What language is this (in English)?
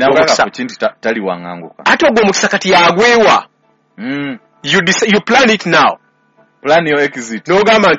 Ganda